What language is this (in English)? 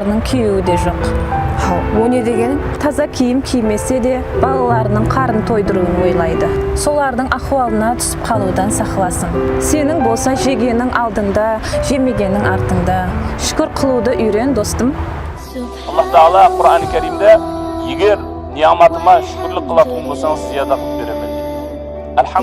Kara-Kalpak